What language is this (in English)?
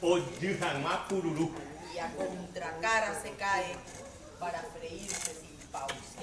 Guarani